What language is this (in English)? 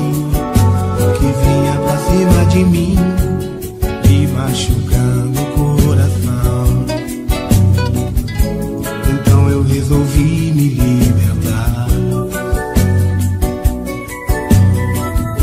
Portuguese